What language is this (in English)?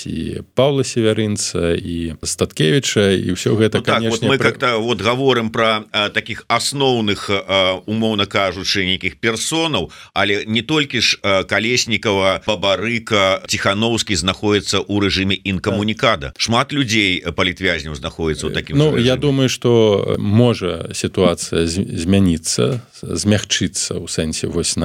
Belarusian